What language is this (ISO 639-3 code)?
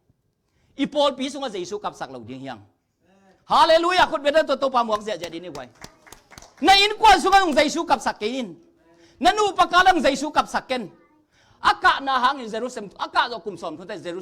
ctd